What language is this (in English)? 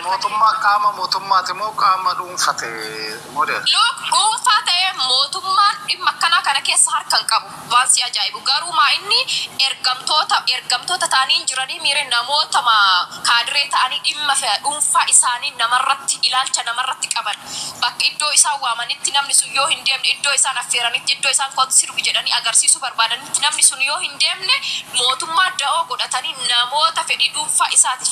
Oromo